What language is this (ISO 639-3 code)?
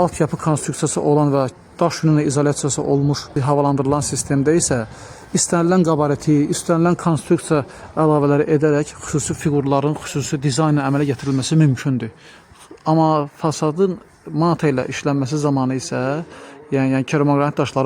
aze